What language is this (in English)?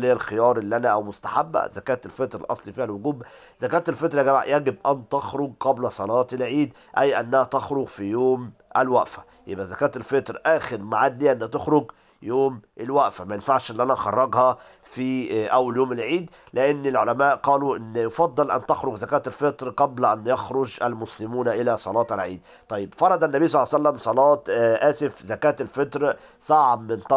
Egyptian Arabic